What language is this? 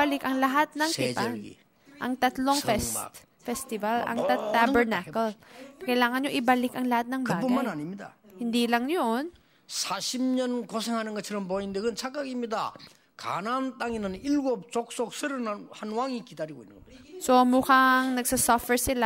Filipino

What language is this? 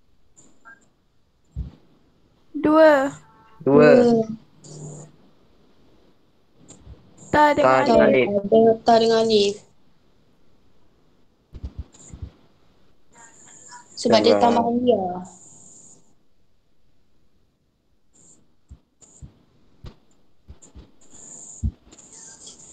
Malay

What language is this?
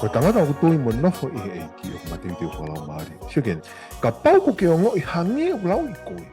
Tongan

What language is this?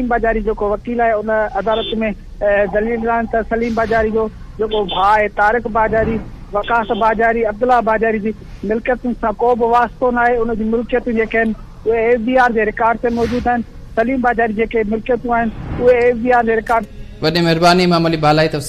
Sindhi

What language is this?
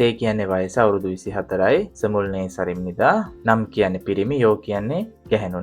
Sinhala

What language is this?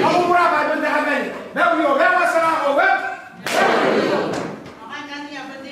Gilbertese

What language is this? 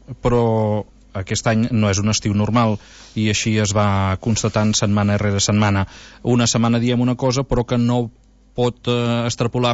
Catalan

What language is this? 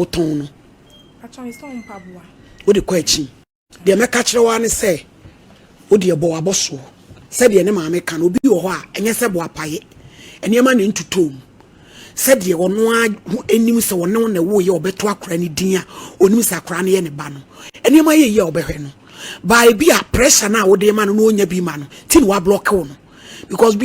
Akan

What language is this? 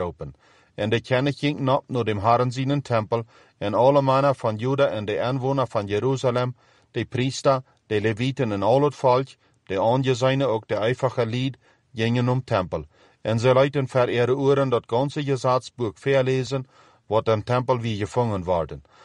Plautdietsch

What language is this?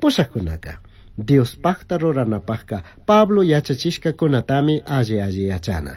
Chimborazo Highland Quichua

